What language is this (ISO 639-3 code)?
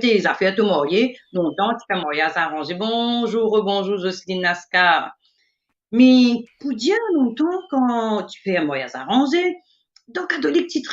mfe